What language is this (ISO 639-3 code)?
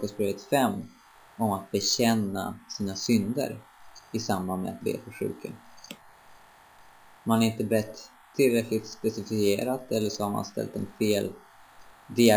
swe